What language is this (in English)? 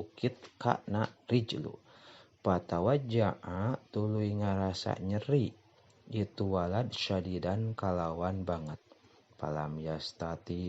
Sundanese